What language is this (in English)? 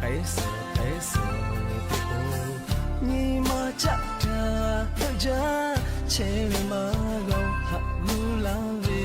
Lahu